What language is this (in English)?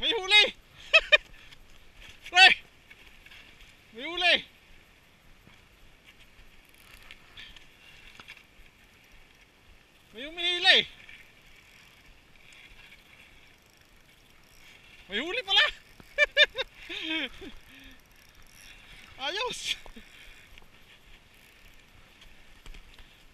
Filipino